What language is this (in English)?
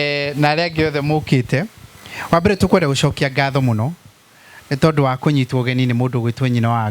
Kikuyu